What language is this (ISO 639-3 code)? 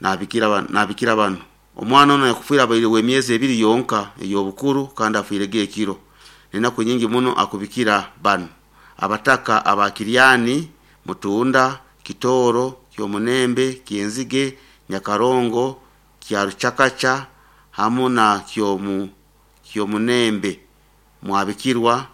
nyo